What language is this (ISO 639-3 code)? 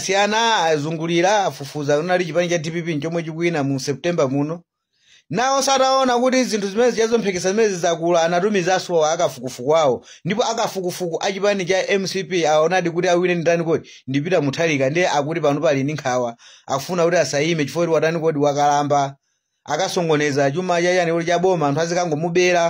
nya